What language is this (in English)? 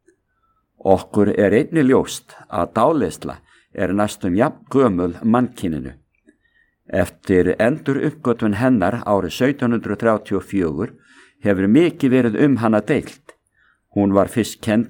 Icelandic